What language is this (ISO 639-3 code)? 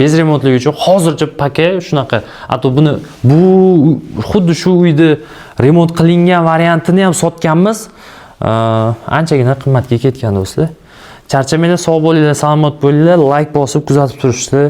uzb